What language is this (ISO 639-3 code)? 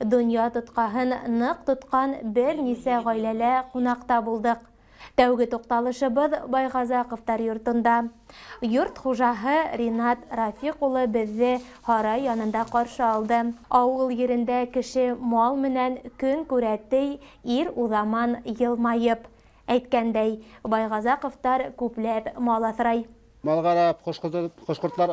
bak